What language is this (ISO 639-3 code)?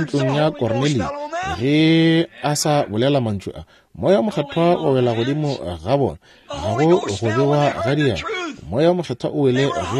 nso